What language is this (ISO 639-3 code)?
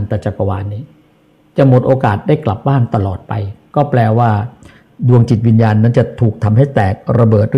tha